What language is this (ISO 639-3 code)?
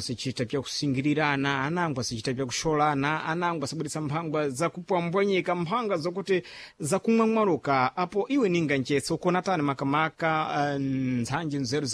seh